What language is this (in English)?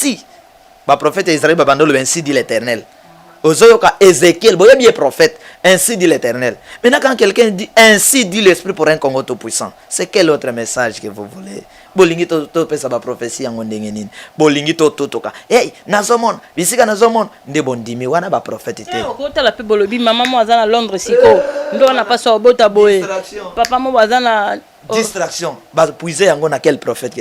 Lingala